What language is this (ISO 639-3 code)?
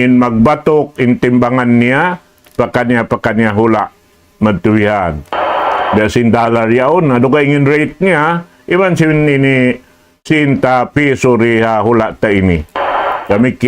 tsg